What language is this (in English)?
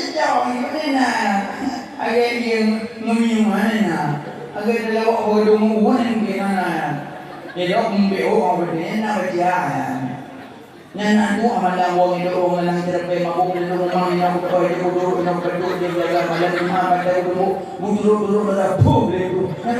Achinese